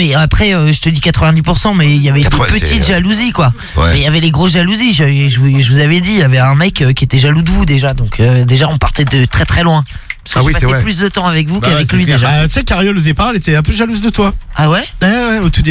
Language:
French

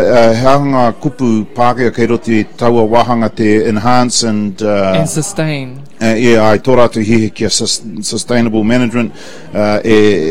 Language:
Māori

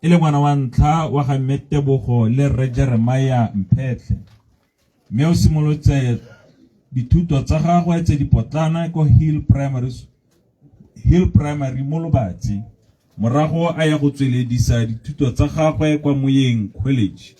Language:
Tswana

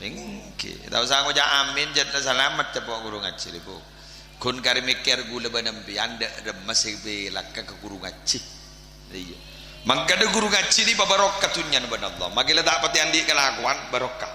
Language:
Madurese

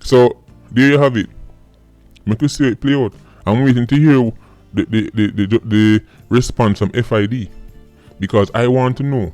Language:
Jamaican Creole English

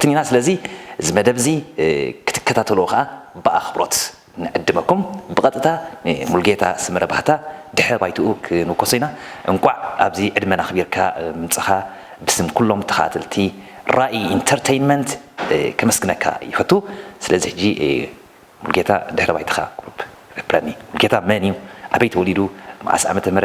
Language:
Tigrinya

